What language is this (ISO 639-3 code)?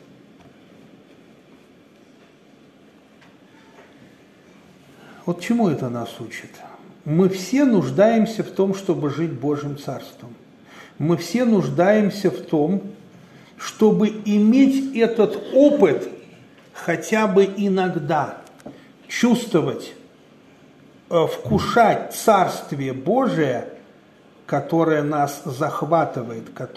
rus